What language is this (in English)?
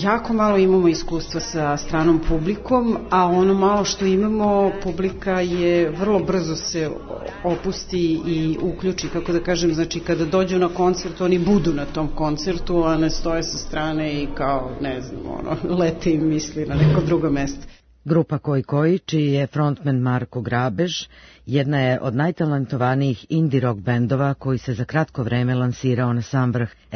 Serbian